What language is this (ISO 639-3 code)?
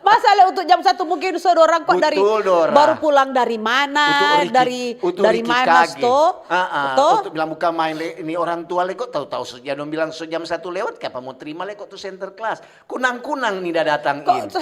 xmm